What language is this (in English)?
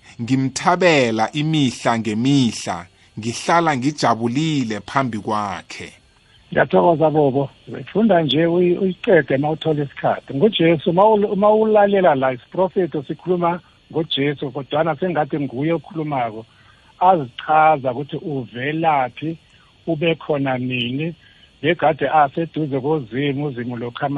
South Ndebele